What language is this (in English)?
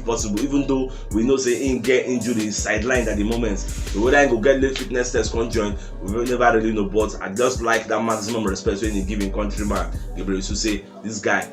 Nigerian Pidgin